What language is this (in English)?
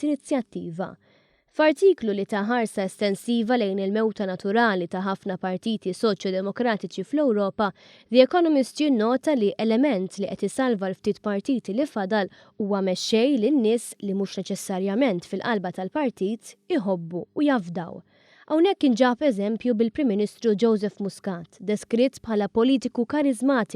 Maltese